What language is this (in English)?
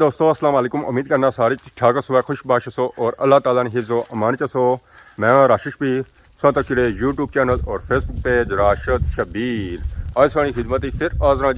Pahari-Potwari